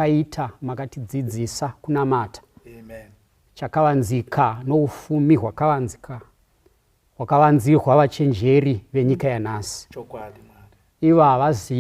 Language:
Shona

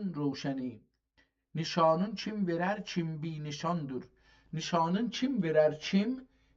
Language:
South Azerbaijani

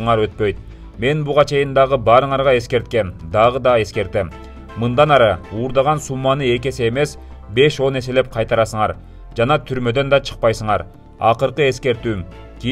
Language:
Kyrgyz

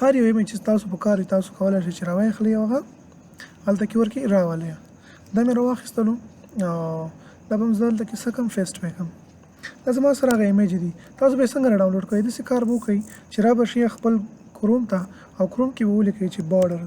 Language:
Pashto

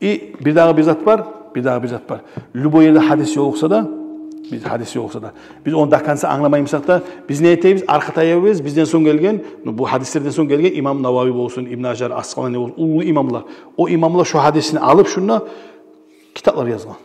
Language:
Kumyk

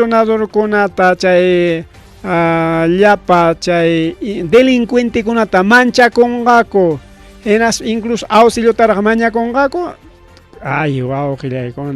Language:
Ayacucho Quechua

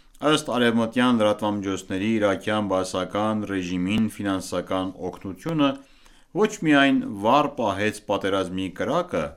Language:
Armenian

